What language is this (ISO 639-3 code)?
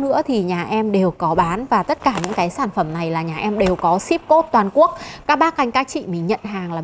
vie